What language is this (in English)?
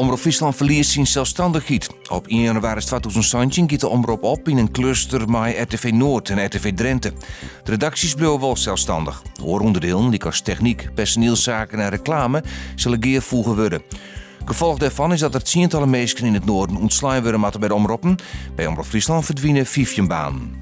Western Frisian